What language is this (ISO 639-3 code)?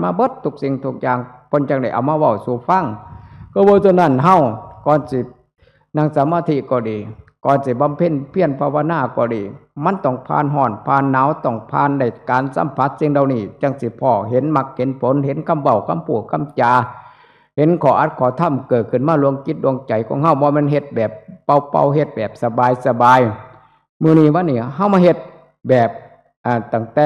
tts